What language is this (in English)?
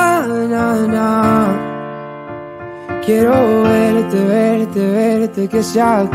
Spanish